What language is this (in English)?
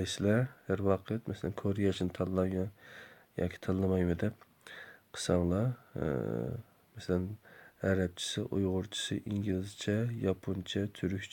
Uyghur